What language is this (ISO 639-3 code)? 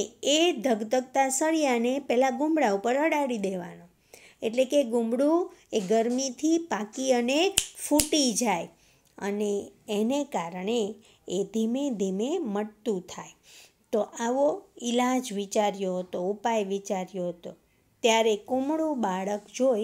guj